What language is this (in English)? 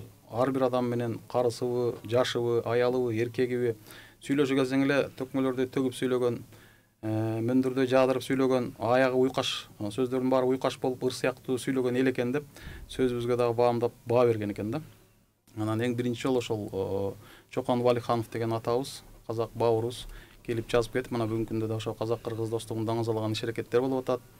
Kyrgyz